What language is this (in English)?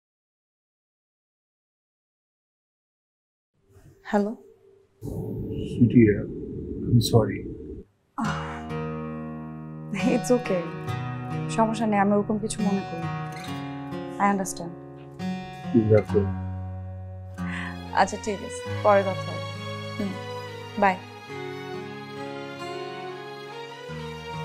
Bangla